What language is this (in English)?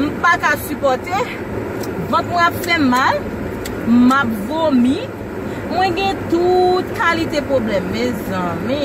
Haitian Creole